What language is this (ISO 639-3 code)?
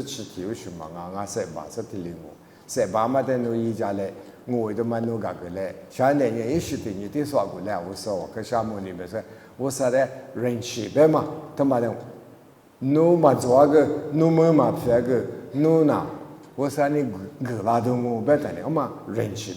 lis